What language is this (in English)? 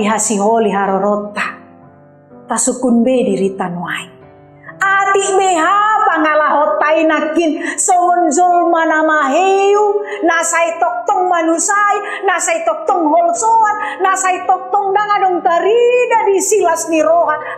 Batak Toba